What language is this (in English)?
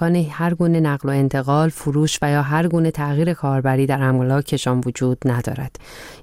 Persian